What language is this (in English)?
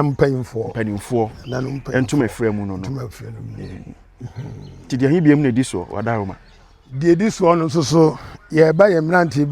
Akan